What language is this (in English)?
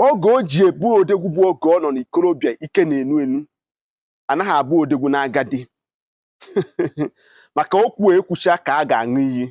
Igbo